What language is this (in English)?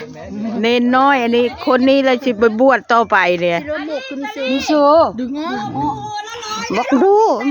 Northeastern Thai